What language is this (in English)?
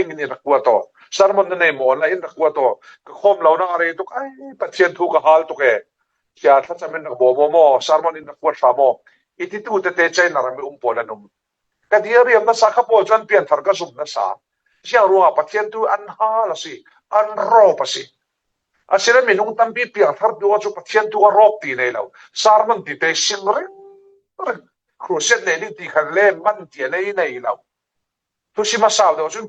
Falam Chin